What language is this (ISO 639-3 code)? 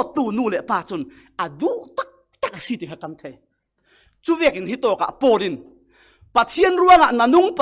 cfm